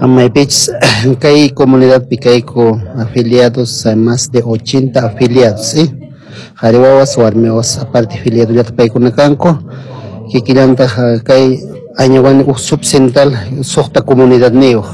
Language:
Quechua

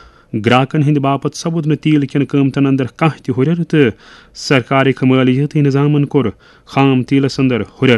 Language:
Kashmiri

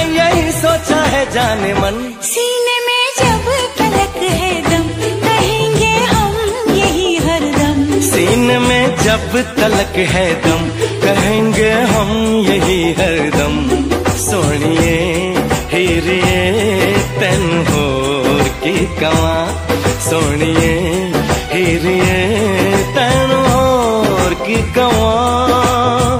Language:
Hindi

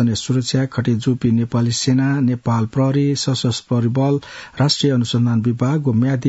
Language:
Newari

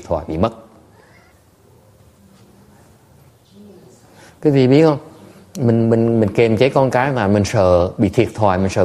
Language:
Vietnamese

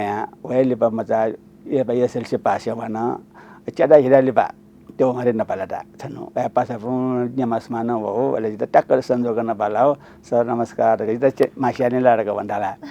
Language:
Newari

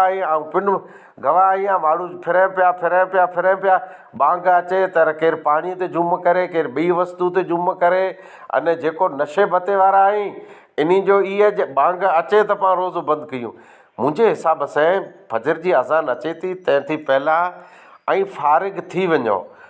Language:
Sindhi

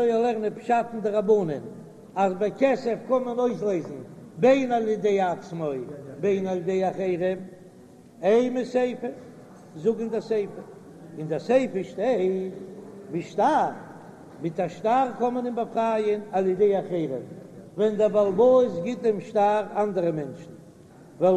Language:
Yiddish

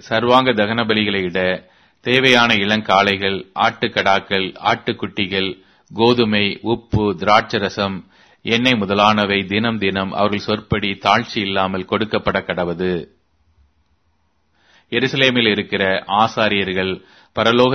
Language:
Tamil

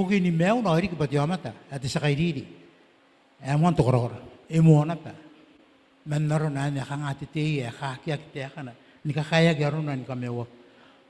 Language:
Gilbertese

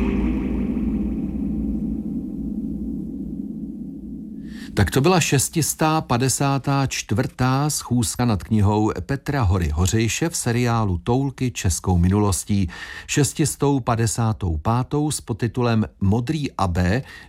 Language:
Czech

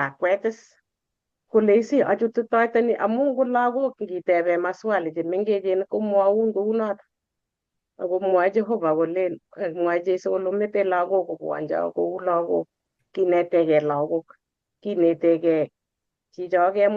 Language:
Kalenjin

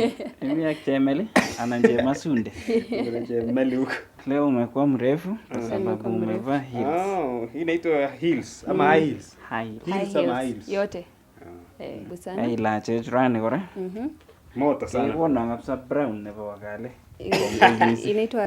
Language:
Nandi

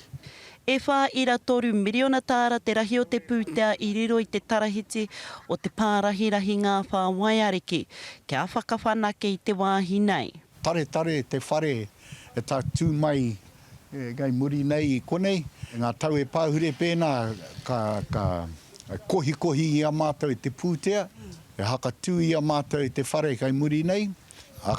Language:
Māori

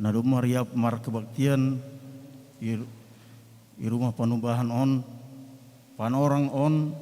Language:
Batak Simalungun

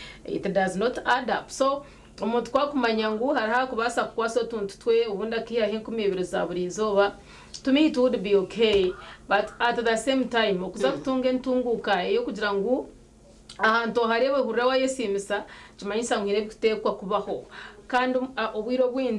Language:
Nyankole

